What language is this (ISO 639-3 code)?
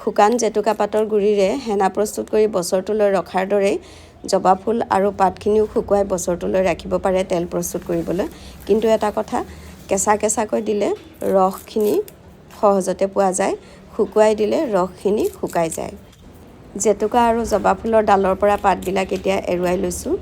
asm